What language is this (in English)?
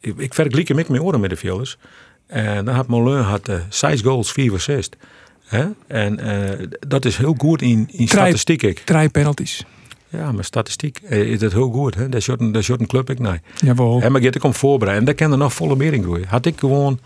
Western Frisian